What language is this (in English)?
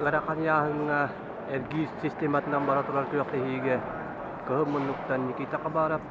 Yakut